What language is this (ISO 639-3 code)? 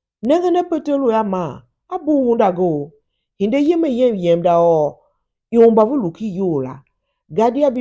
tiv